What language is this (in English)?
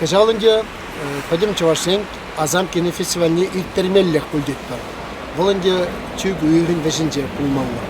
Chuvash